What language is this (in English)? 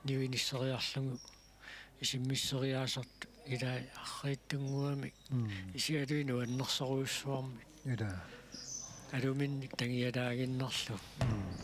Kalaallisut